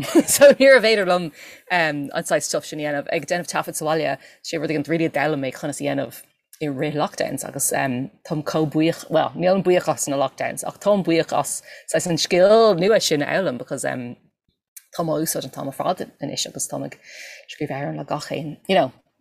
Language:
Irish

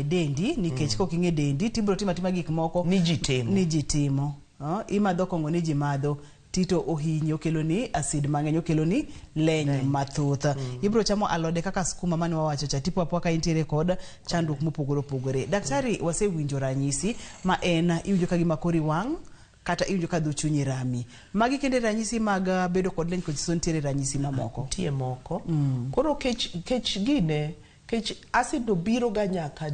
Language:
Luo (Kenya and Tanzania)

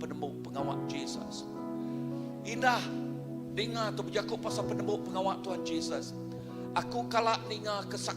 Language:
Iban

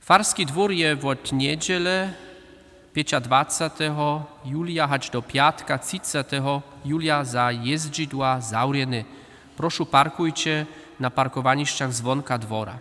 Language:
Upper Sorbian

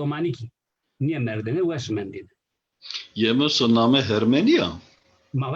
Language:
Zaza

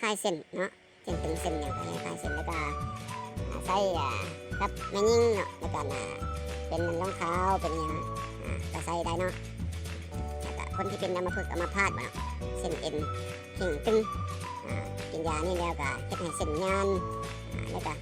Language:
Lao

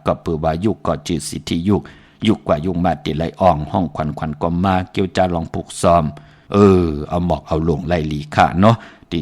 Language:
Shan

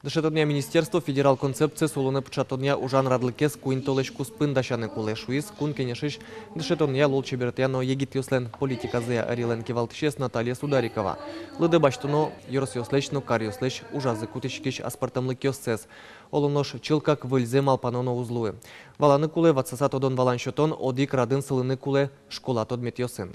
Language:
Udmurt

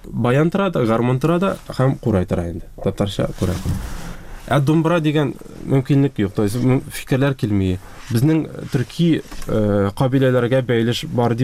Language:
Tatar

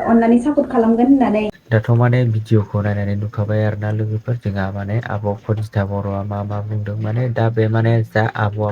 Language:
Bodo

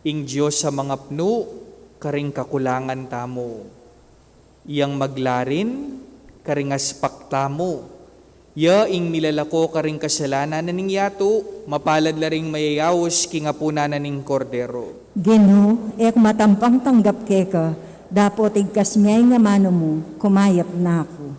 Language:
Pampanga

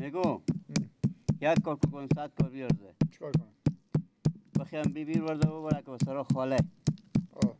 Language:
Persian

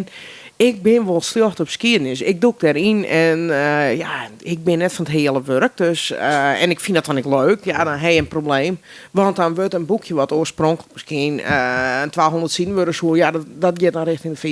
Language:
Western Frisian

